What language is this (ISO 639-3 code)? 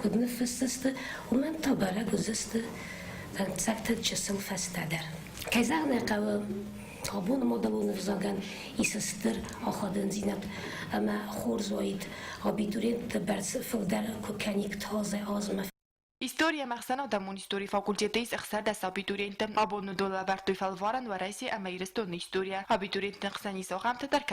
oss